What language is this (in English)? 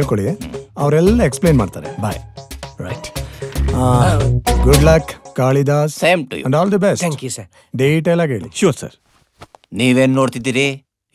Kannada